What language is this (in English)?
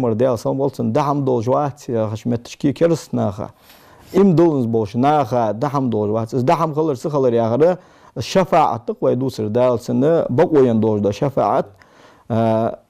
Ingush